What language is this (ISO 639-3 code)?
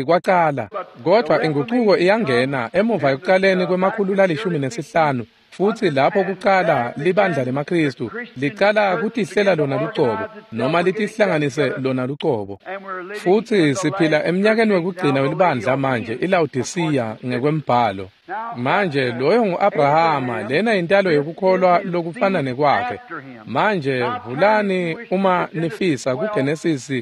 ssw